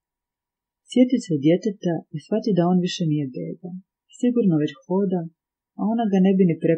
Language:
Croatian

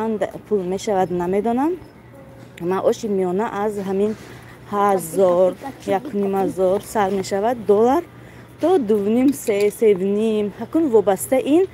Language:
Tajik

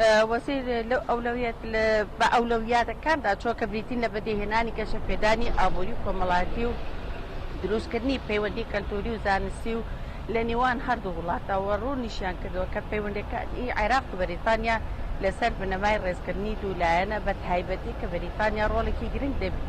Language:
Central Kurdish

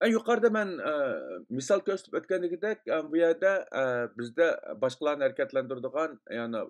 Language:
Uyghur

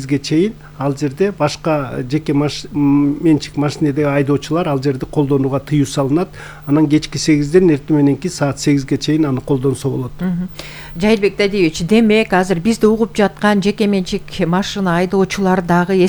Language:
Kyrgyz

